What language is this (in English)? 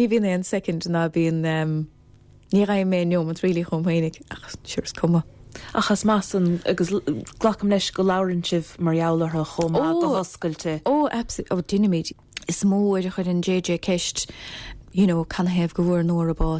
Irish